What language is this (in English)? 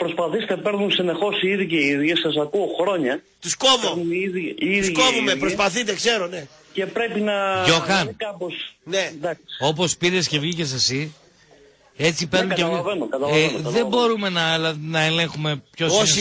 Greek